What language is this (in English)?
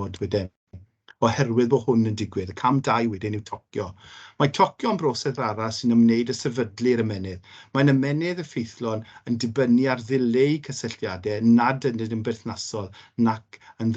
Welsh